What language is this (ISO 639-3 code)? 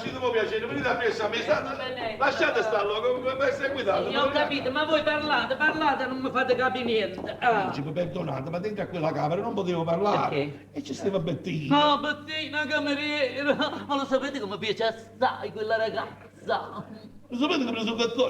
nap